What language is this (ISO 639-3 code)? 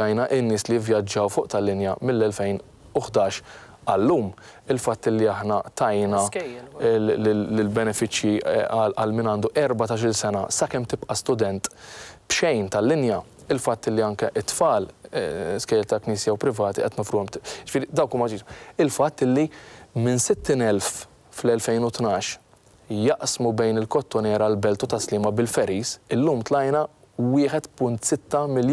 mlt